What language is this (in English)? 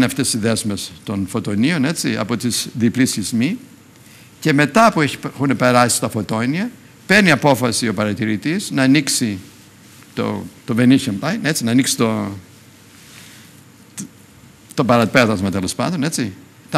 Greek